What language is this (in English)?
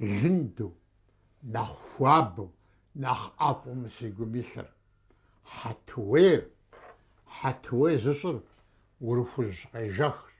Kabardian